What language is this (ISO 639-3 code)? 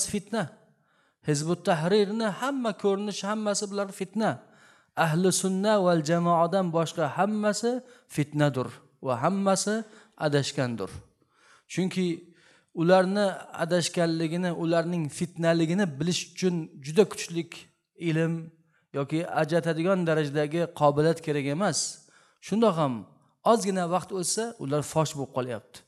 uzb